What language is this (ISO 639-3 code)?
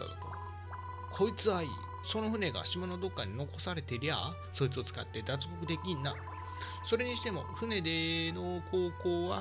jpn